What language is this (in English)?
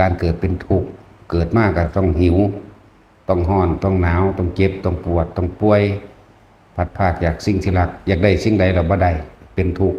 Northeastern Thai